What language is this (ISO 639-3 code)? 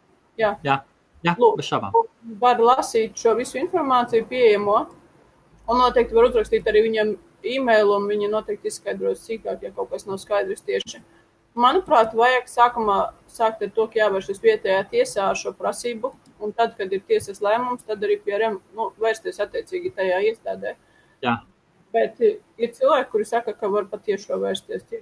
lav